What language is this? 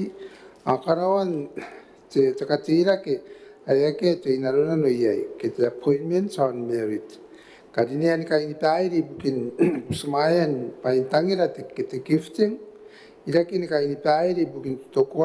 Gilbertese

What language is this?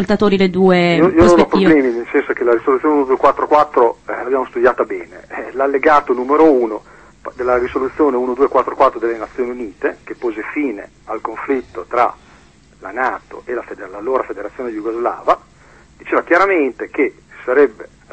Italian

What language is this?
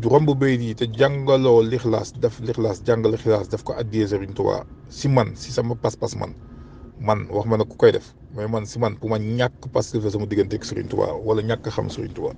Wolof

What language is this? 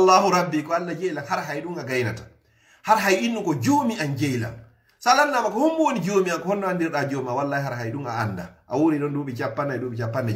Fula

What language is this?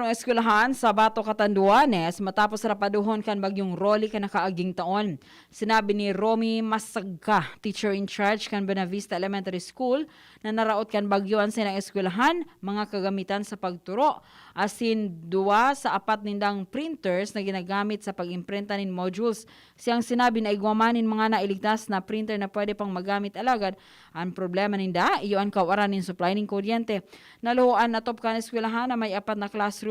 Bikol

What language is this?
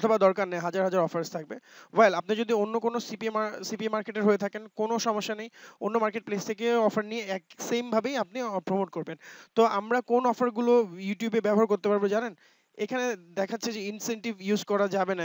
Bangla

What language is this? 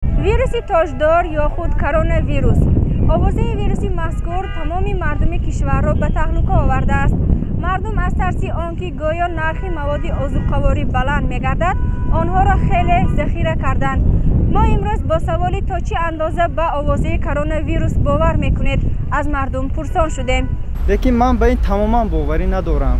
Tajik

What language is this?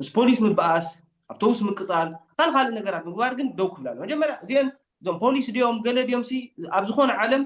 Tigrinya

